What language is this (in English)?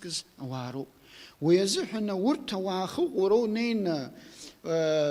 Abkhazian